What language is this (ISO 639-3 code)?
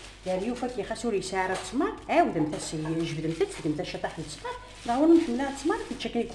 kab